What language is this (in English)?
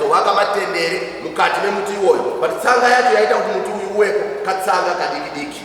Shona